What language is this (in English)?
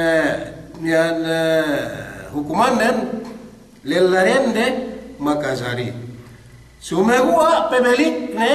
Yakan